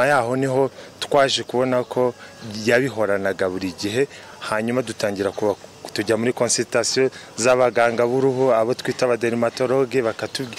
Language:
Kinyarwanda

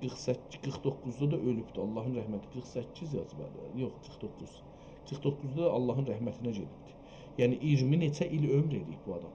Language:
South Azerbaijani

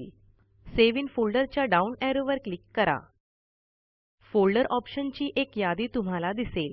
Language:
Marathi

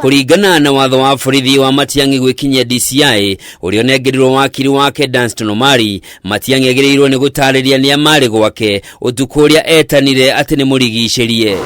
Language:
Kikuyu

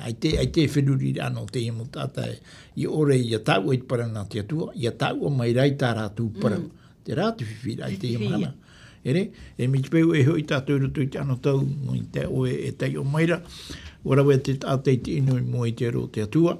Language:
Tahitian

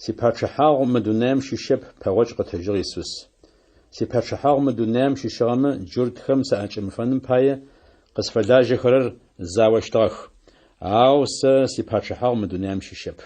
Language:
Adyghe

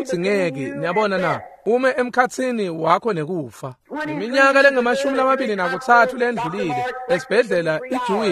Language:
Swati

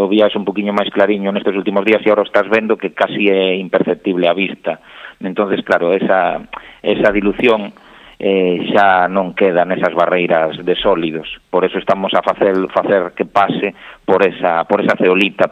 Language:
Galician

